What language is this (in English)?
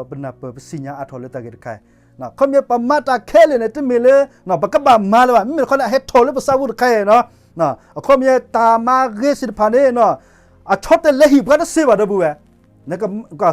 S'gaw Karen